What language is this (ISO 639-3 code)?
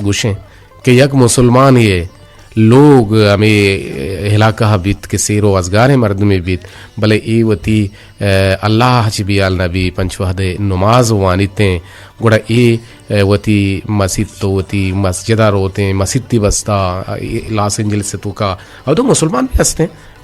bgp